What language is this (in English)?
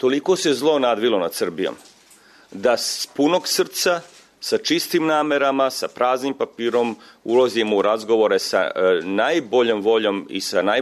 Serbian